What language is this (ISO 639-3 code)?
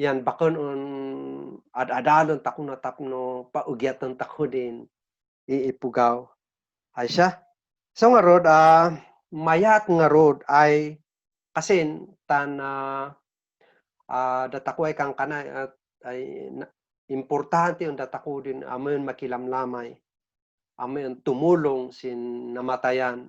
kne